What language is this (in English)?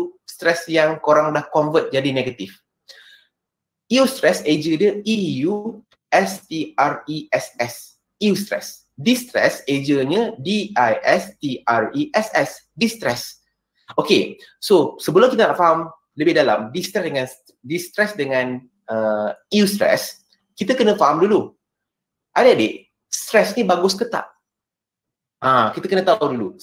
Malay